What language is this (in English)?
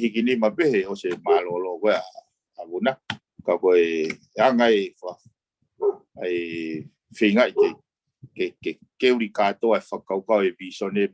Tongan